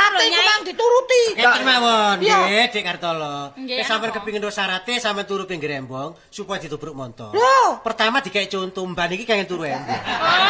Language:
Javanese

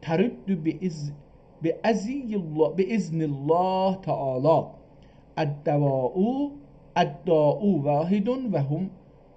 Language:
South Azerbaijani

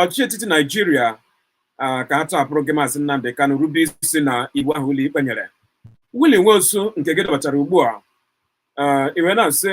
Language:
Igbo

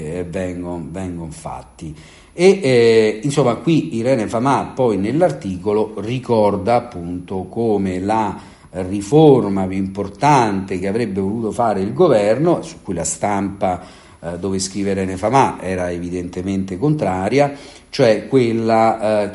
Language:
Italian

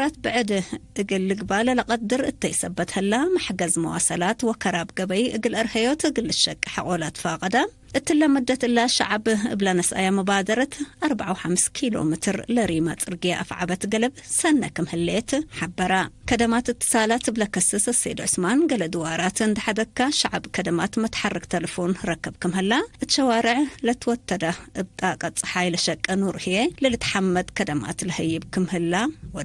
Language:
Tigre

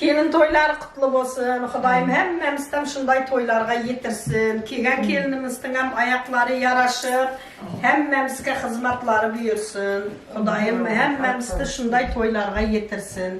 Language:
Turkmen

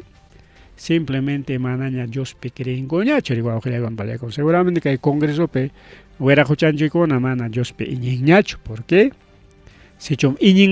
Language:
Ayacucho Quechua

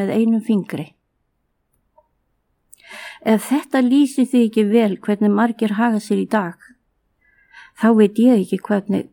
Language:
Icelandic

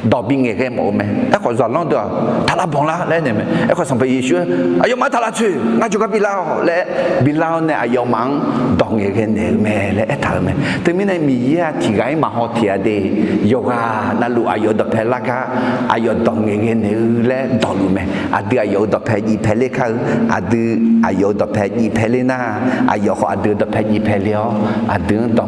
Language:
Akha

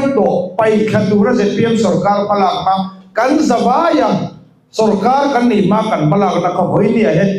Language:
Mizo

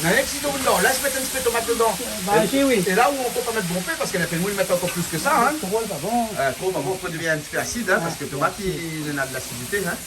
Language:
Réunion Creole French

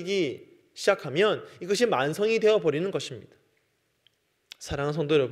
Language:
Korean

